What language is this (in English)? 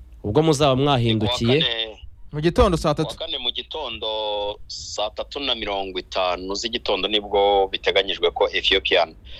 Kinyarwanda